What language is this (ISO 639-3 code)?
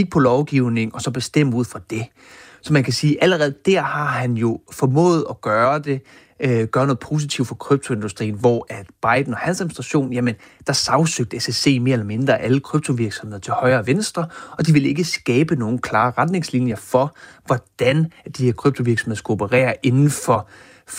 dan